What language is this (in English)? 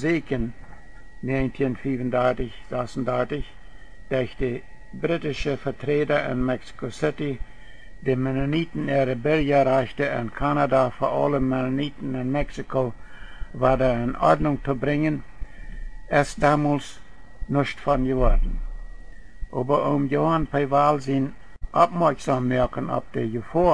Plautdietsch